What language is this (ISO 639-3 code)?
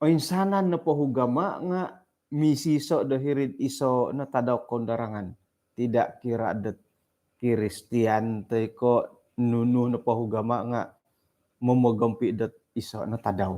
dtp